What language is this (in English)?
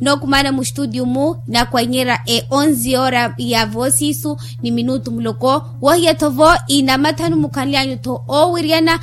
Makhuwa